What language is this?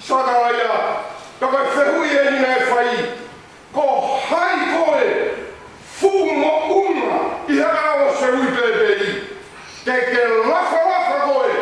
Tongan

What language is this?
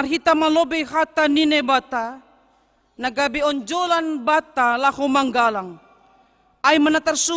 Batak Simalungun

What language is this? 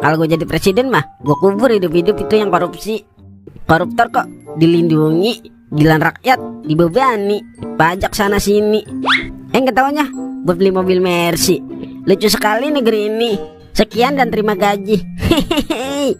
Betawi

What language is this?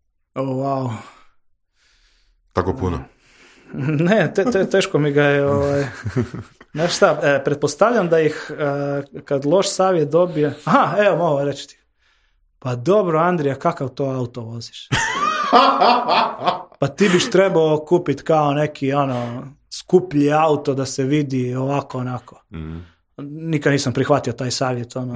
Croatian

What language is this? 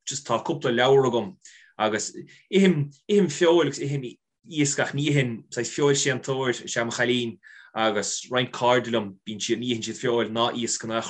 Irish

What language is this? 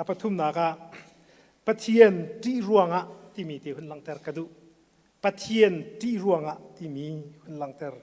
Hakha Chin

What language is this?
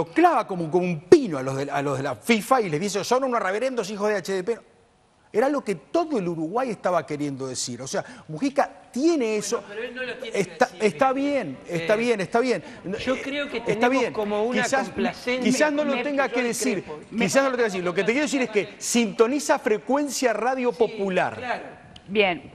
Spanish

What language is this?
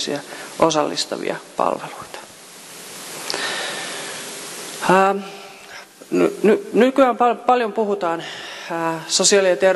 Finnish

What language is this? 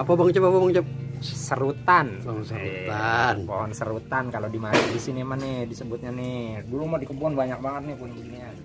Betawi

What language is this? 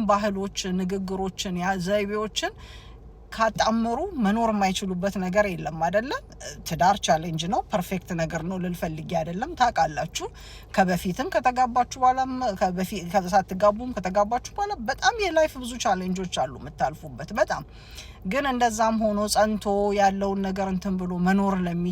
Amharic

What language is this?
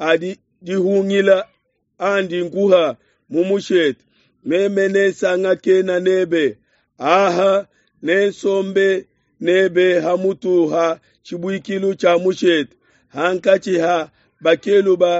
Luba-Lulua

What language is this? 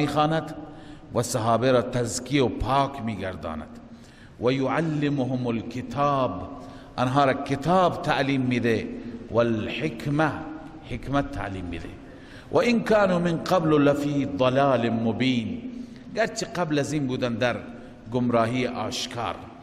Persian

